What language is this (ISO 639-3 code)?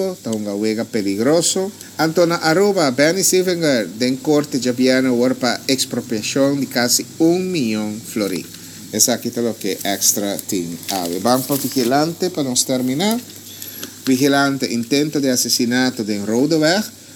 pap